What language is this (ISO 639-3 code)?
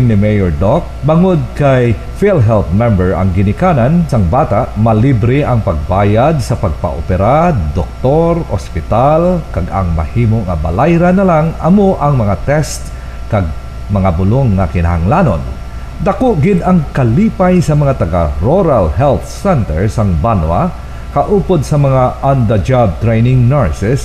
hil